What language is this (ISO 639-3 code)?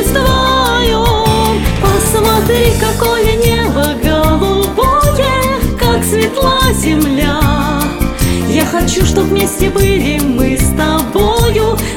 rus